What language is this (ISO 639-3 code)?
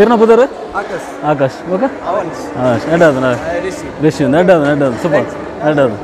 tcy